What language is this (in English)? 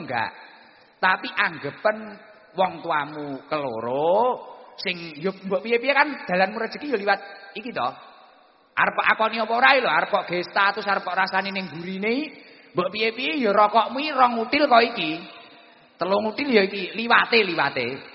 Javanese